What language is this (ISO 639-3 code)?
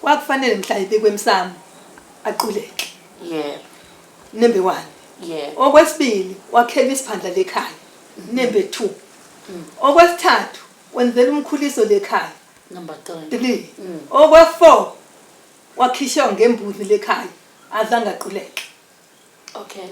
zul